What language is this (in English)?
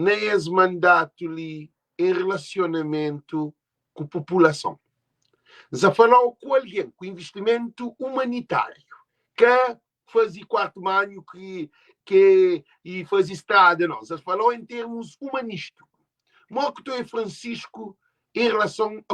Kabuverdianu